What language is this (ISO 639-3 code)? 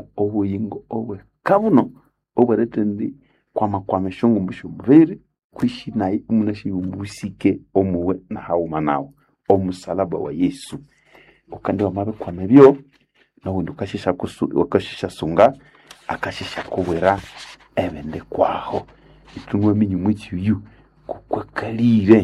nnb